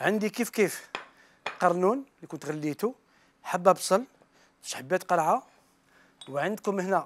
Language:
Algerian Arabic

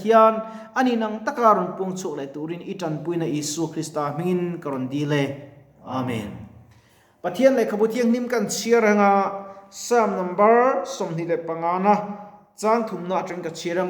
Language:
Mizo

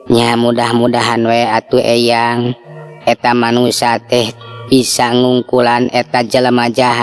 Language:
Sundanese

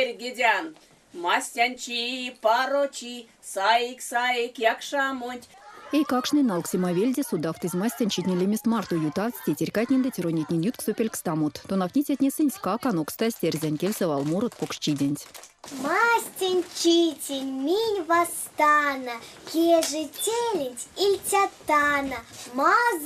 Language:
Erzya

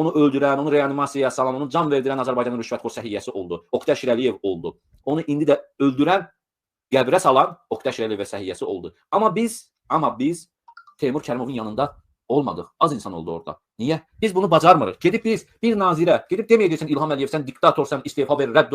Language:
Azerbaijani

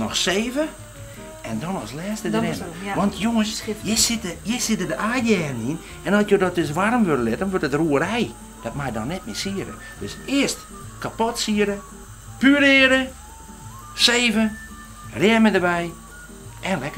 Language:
Western Frisian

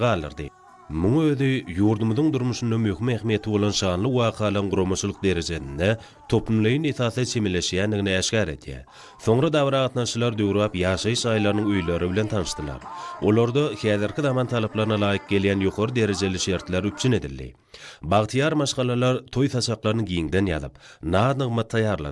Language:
Turkmen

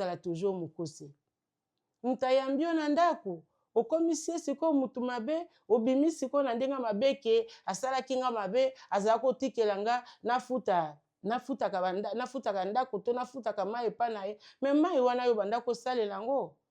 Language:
Lingala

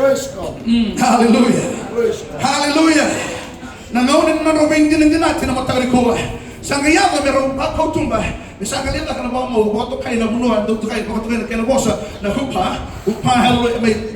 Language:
Fijian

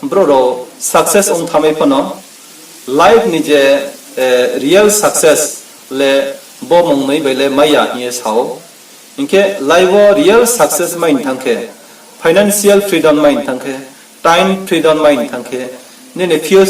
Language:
Riang (India)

